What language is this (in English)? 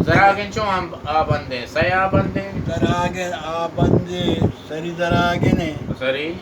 Baluchi